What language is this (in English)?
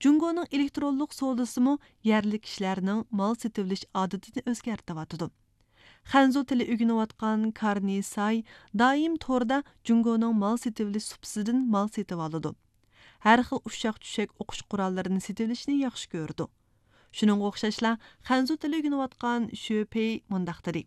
Uyghur